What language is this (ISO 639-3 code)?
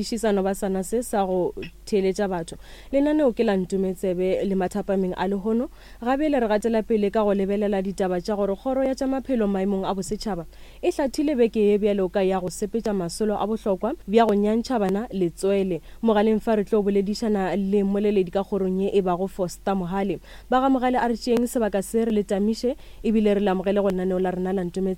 nso